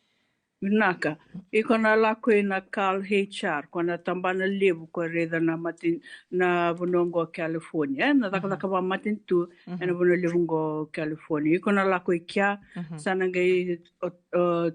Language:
Fijian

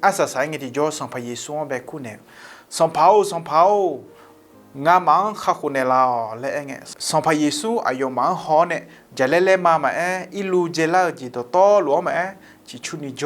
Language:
Akha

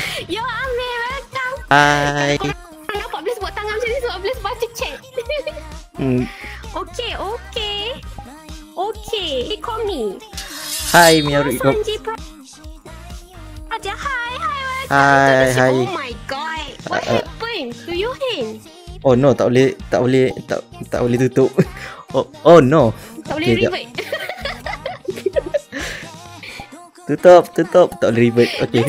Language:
Malay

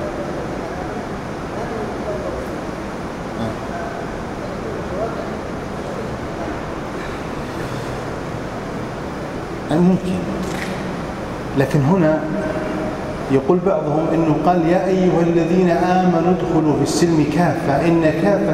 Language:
Arabic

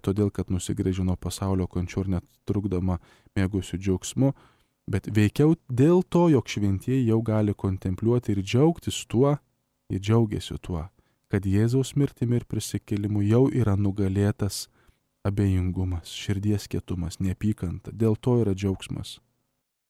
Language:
Lithuanian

